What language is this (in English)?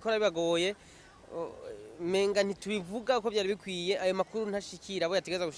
Rundi